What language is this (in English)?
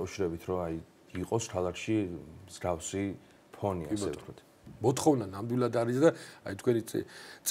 Georgian